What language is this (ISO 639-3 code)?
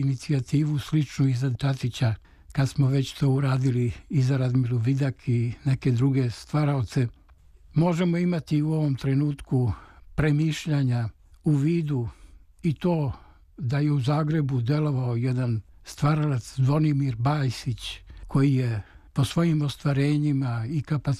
srp